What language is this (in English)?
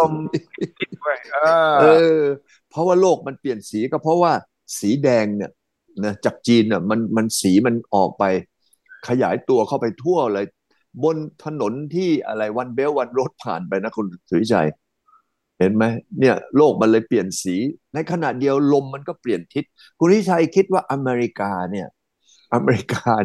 Thai